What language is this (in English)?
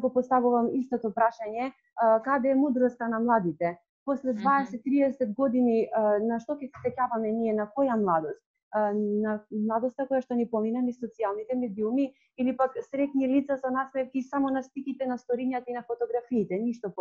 Macedonian